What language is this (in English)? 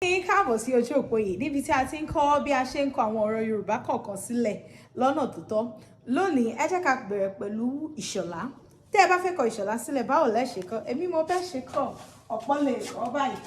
Yoruba